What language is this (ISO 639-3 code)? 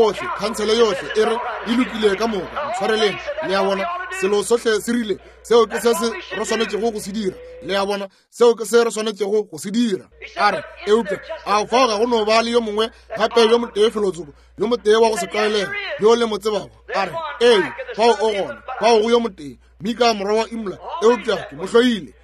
nso